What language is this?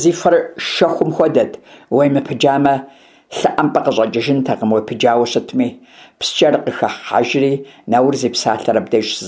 Kabardian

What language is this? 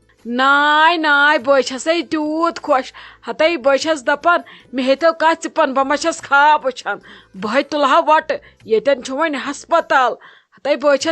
Kashmiri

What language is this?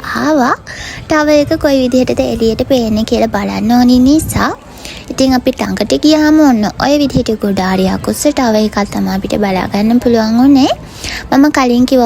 Sinhala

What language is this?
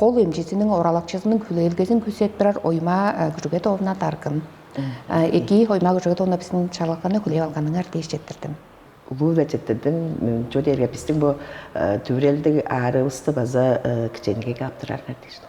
Tuvinian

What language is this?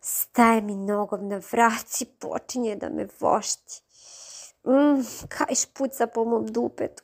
Serbian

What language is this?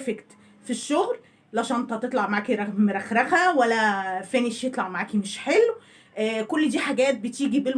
Egyptian Arabic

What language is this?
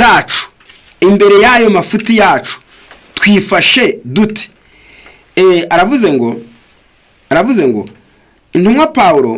Kinyarwanda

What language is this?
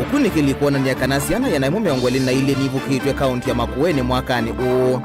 Kamba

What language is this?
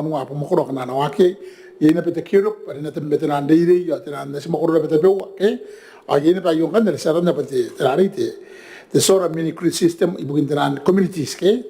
Gilbertese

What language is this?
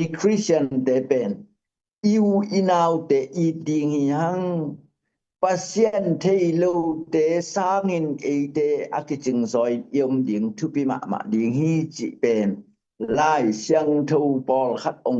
Tedim Chin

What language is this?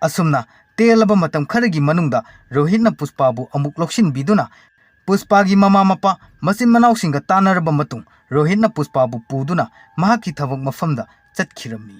Manipuri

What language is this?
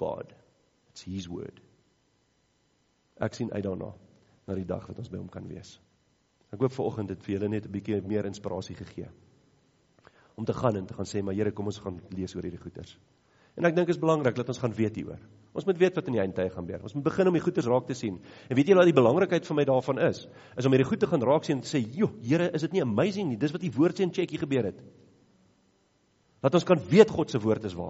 Afrikaans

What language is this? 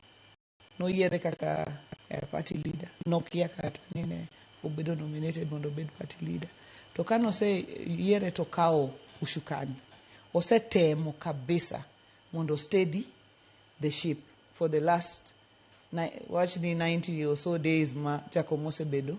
Luo (Kenya and Tanzania)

